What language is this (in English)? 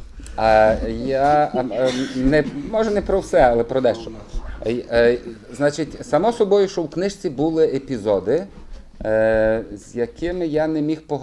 Ukrainian